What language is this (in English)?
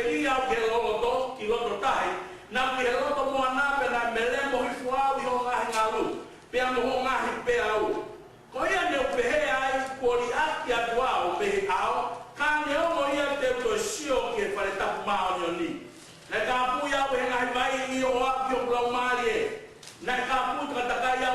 Tongan